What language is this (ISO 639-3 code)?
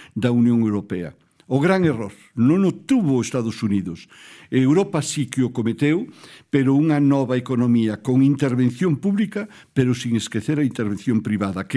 glg